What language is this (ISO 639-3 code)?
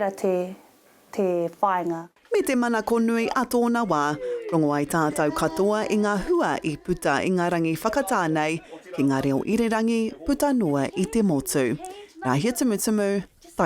mri